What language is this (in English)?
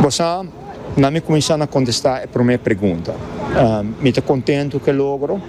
Papiamento